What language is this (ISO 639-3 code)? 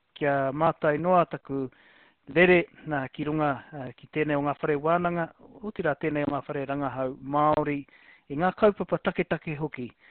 mri